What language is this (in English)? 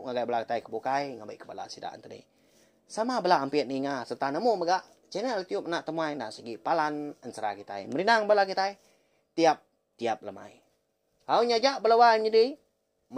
Iban